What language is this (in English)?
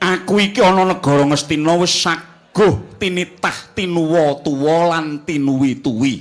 Javanese